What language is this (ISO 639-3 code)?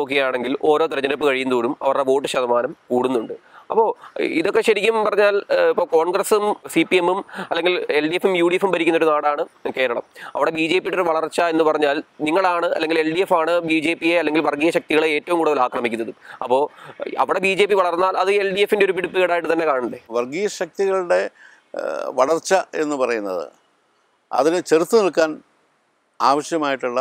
mal